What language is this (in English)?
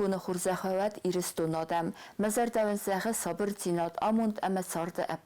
Ossetic